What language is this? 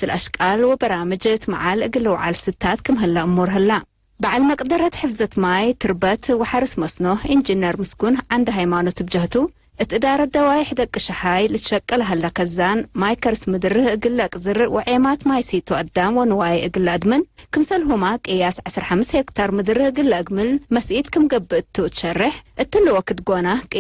Tigre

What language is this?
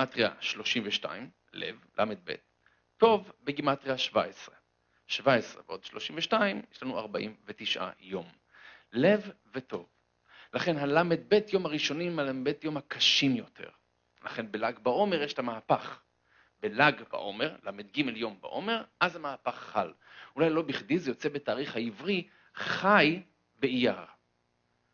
Hebrew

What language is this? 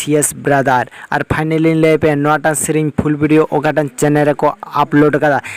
Santali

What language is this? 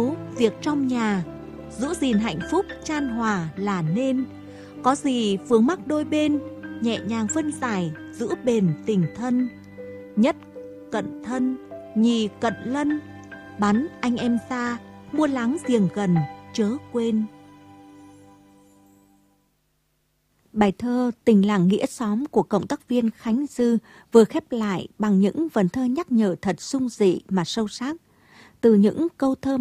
Vietnamese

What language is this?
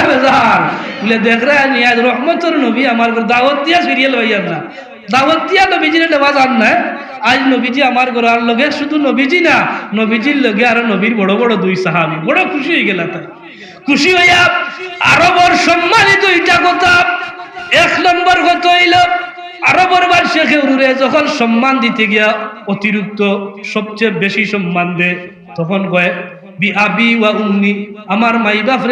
Sylheti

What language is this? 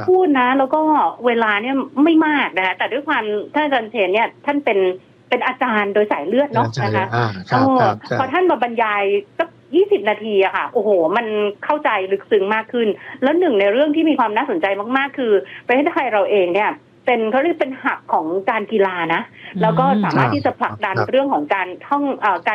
Thai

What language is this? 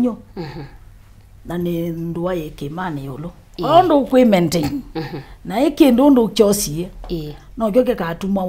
Kamba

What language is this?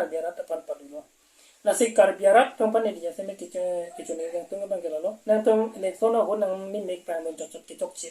Karbi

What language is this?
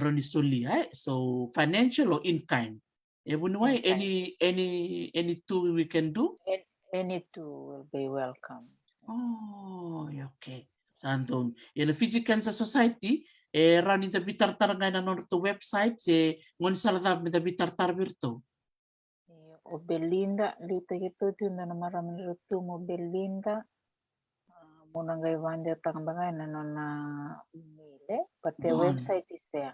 Fijian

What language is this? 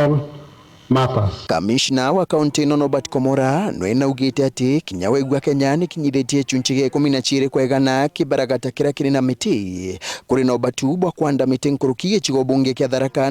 Meru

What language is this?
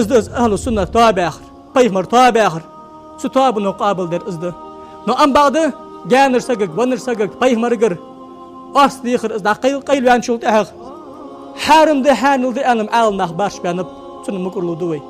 Ingush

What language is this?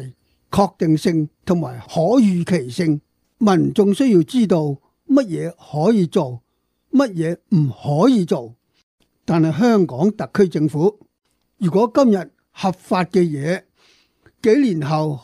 Cantonese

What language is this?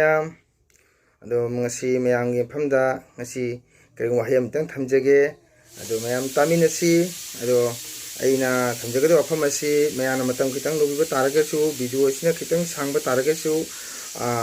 Manipuri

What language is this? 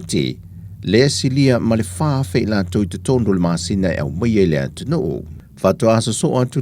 Samoan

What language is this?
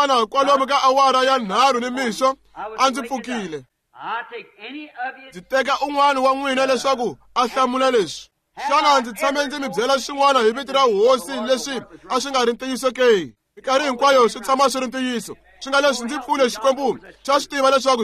Tsonga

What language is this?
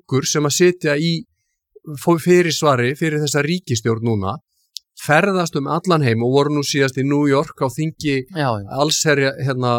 Icelandic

